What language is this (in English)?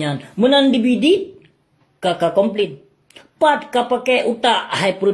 Achinese